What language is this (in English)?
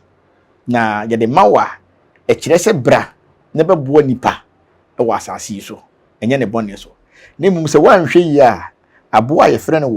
Akan